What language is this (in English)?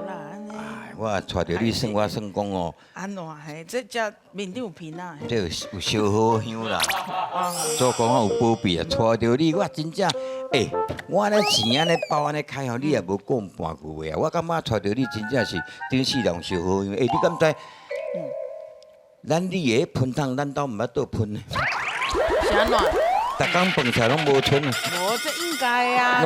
Min Nan Chinese